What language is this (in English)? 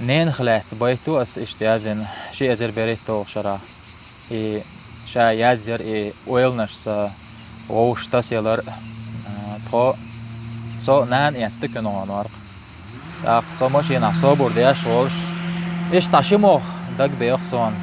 Chechen